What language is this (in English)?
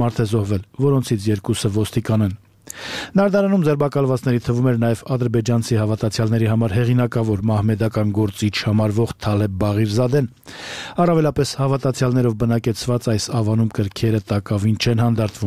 Armenian